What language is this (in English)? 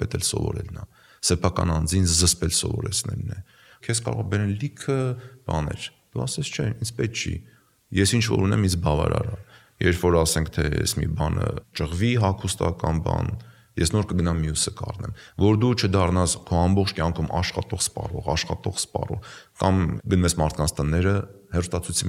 Armenian